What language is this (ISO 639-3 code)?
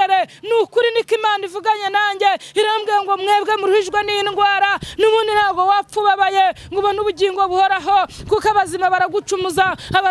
kin